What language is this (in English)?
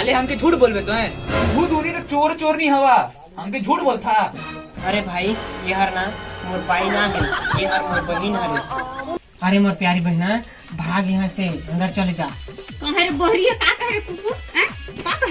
Chhattisgarhi